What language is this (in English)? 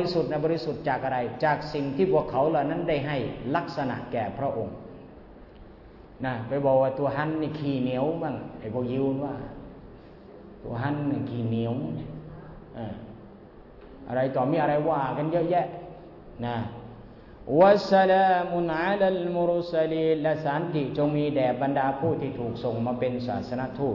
Thai